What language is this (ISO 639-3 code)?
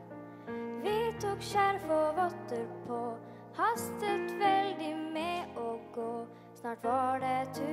nor